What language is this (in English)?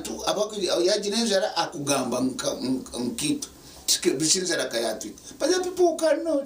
Nyankole